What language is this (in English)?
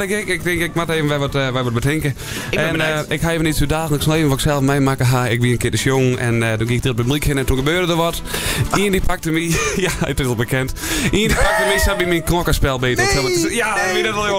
Western Frisian